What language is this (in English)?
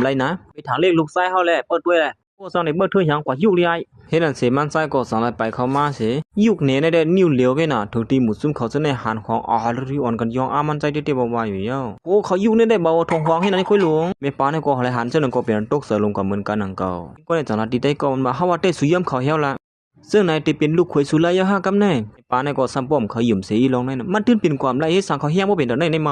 Shan